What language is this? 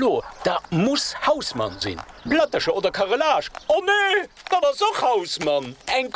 Luxembourgish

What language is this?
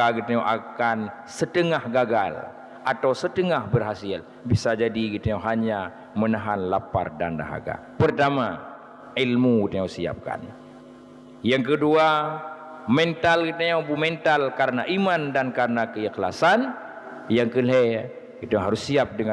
Achinese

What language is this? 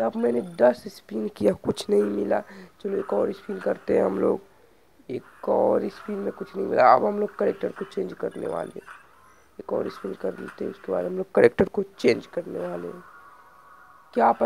Hindi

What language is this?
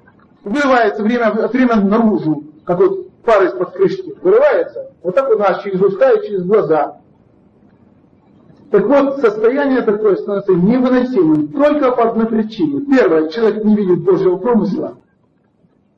Russian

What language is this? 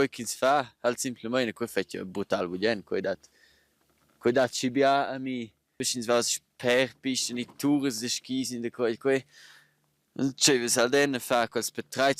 Romansh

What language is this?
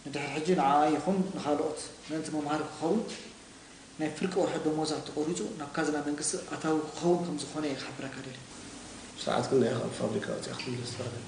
Tigrinya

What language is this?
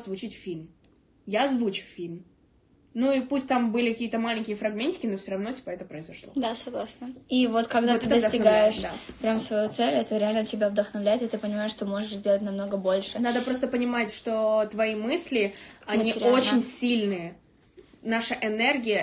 Russian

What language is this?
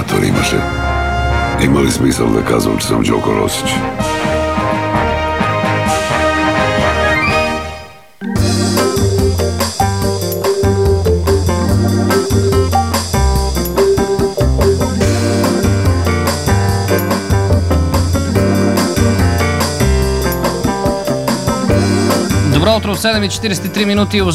Bulgarian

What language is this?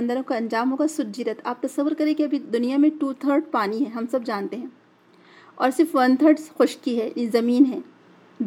Urdu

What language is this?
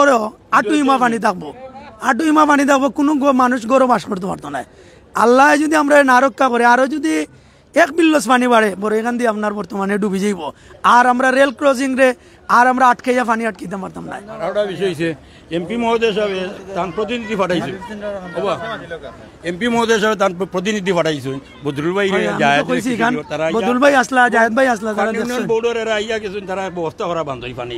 Sylheti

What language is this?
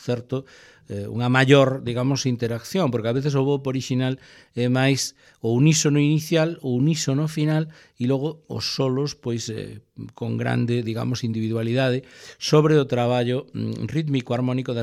Galician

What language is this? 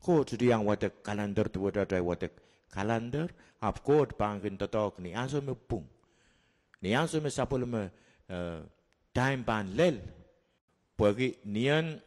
Pohnpeian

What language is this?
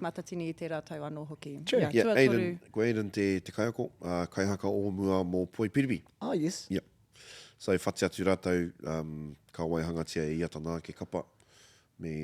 Māori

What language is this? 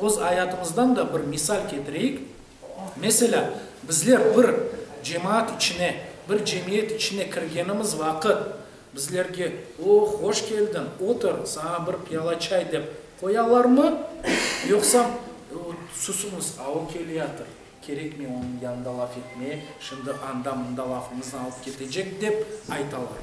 Crimean Tatar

